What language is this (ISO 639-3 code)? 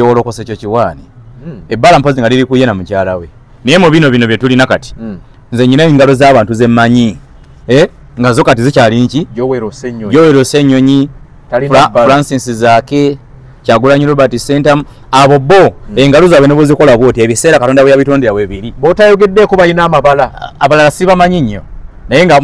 lug